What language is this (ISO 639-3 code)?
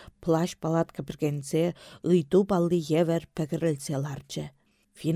chv